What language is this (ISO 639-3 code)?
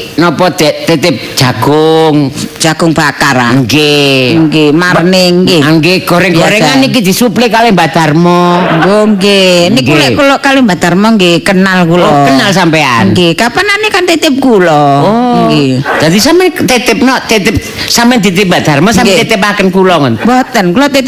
jav